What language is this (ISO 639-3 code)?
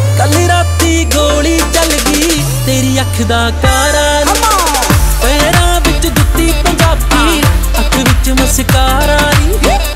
pan